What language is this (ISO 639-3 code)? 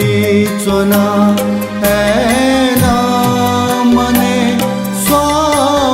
new